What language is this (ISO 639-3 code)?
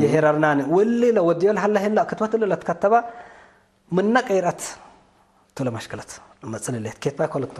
tig